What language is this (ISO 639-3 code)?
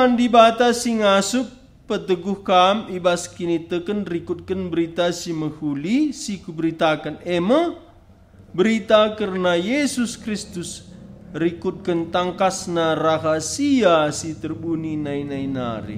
btx